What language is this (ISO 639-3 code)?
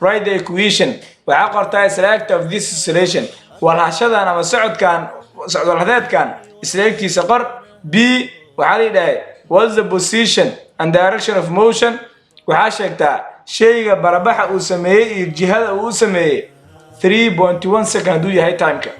som